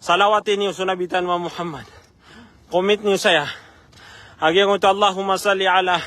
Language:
Maranao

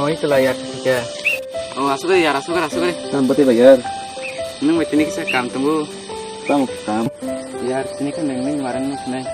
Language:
Kok Borok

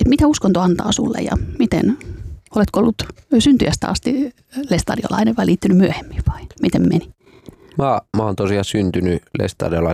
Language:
Finnish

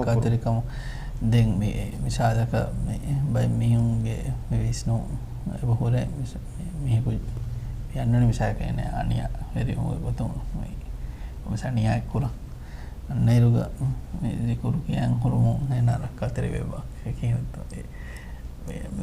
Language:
Divehi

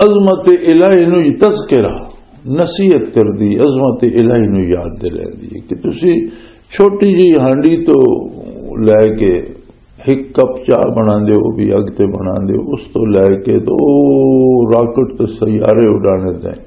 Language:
Western Panjabi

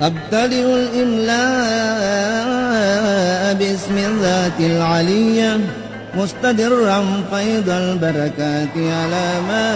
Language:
Buginese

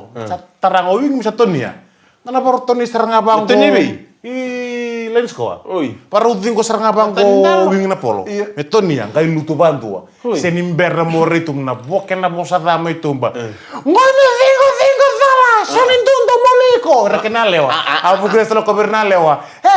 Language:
Fijian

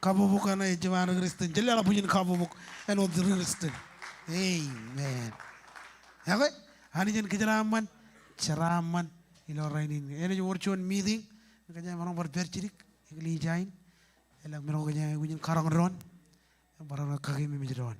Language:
Marshallese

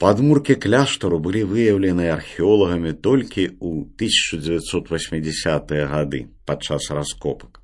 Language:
Belarusian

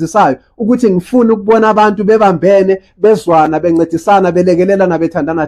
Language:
Zulu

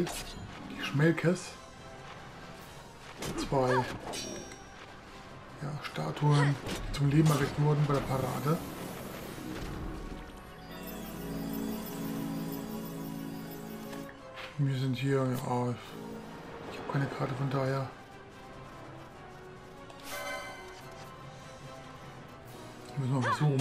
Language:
German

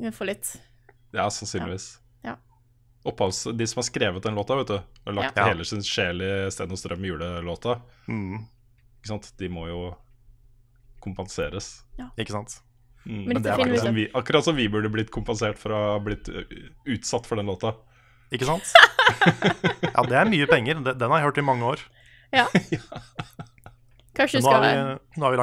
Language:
Norwegian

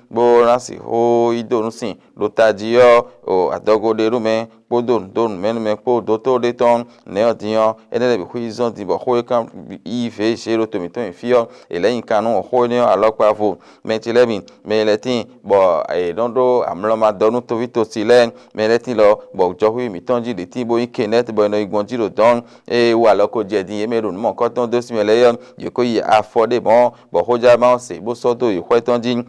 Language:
Fon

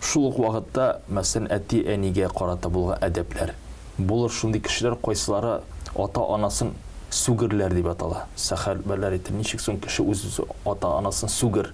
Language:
Tatar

